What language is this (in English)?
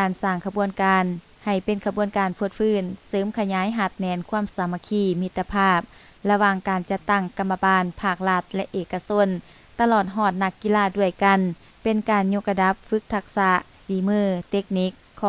Lao